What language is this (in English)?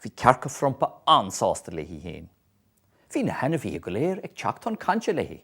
Irish